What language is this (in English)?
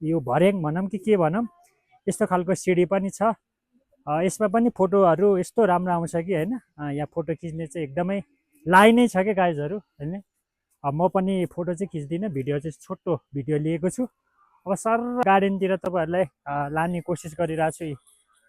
Nepali